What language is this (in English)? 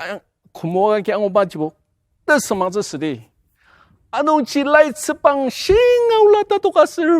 Ao Naga